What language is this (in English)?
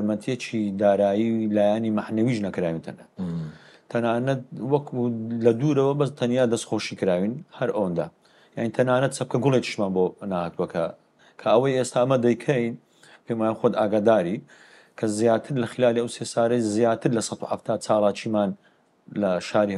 Central Kurdish